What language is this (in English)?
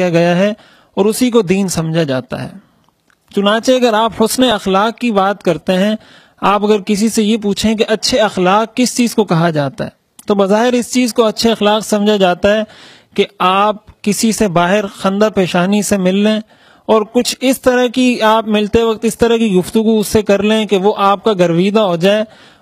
Urdu